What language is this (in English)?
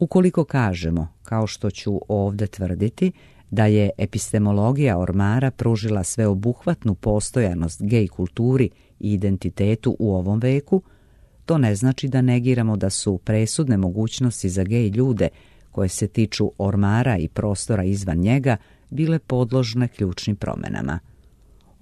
Serbian